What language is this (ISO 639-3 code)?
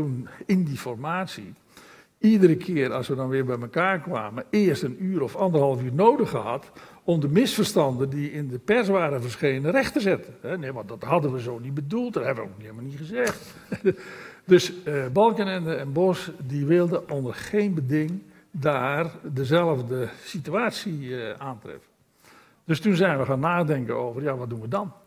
nld